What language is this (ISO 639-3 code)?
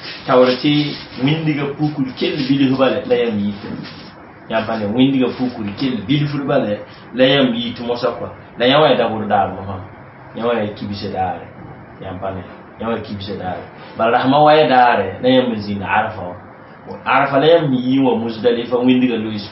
mos